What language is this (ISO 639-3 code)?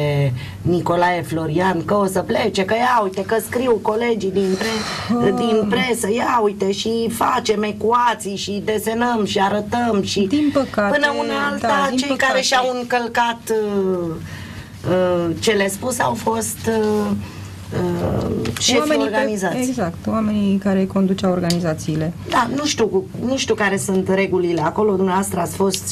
ron